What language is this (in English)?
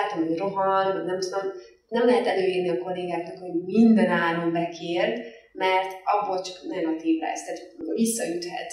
Hungarian